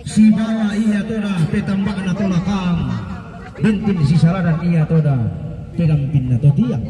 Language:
Toraja-Sa'dan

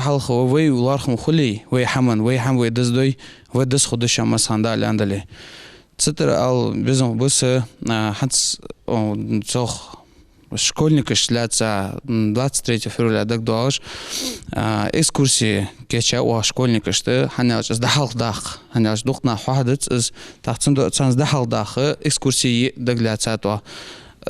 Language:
Ingush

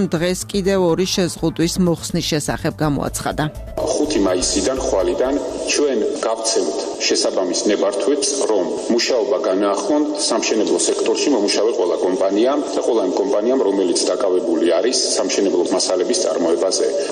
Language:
Georgian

